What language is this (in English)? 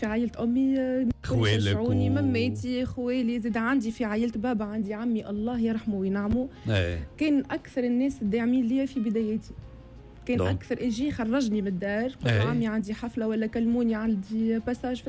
Tunisian Arabic